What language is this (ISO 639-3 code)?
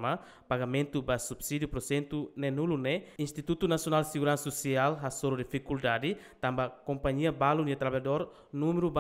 tet